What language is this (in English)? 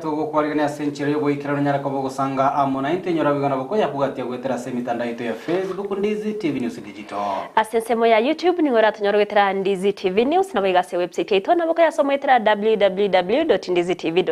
Gusii